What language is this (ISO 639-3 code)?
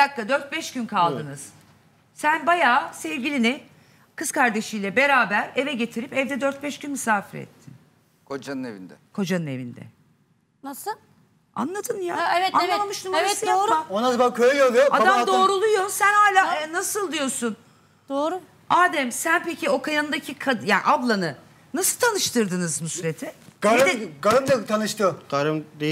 tur